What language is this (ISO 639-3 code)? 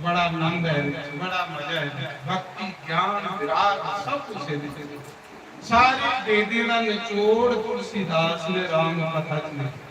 doi